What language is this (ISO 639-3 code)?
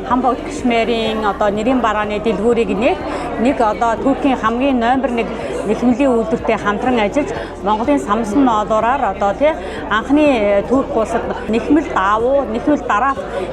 mon